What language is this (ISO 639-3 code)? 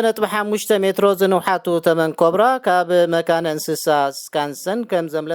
tir